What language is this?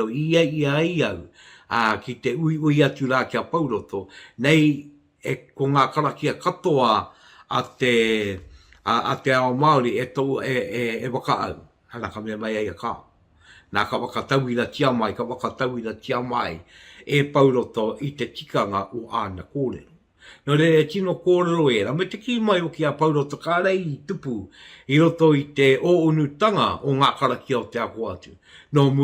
Māori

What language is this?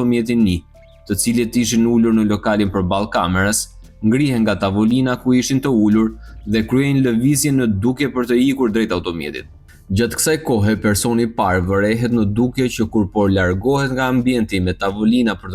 Albanian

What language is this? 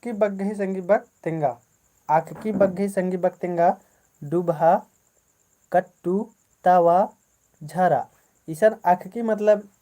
Kurukh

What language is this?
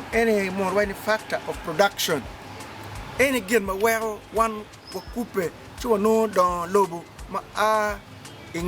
Acoli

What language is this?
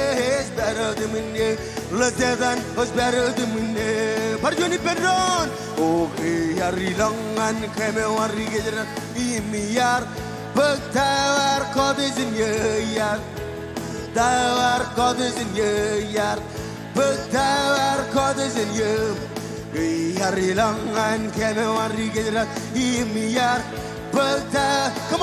Marshallese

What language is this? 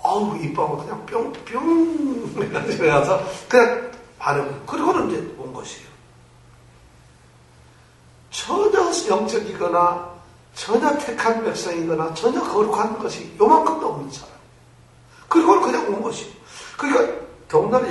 Korean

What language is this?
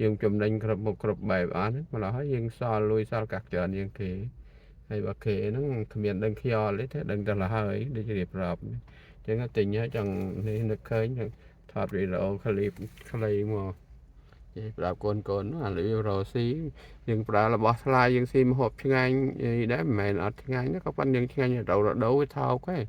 Khmer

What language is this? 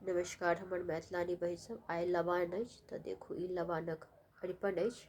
Maithili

